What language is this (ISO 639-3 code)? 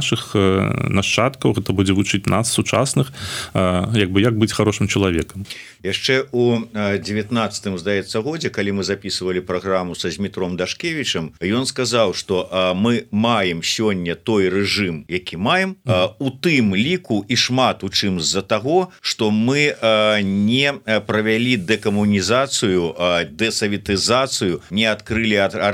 bel